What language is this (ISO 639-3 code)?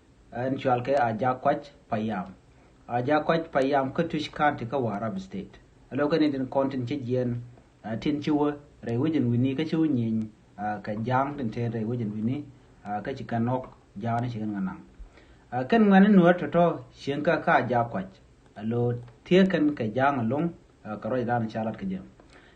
nus